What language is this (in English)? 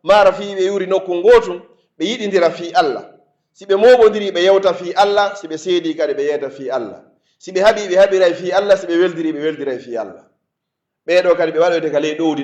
Pular